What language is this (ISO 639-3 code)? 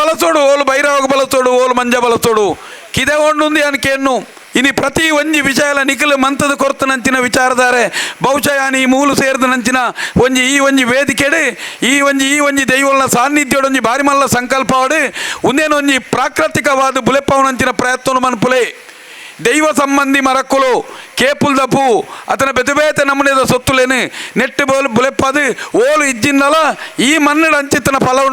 tcy